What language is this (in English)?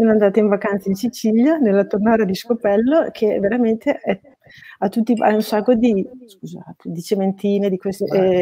Italian